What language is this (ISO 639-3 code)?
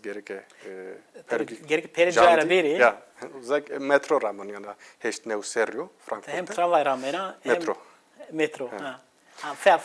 zza